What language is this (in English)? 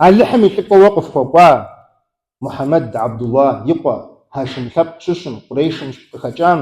Kabardian